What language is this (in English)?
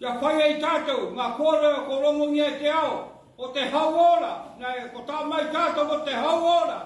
Māori